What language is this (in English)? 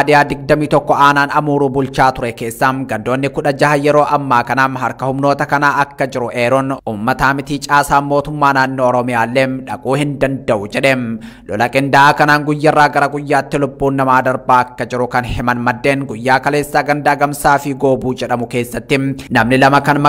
Oromo